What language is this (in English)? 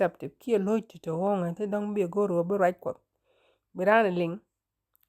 Nuer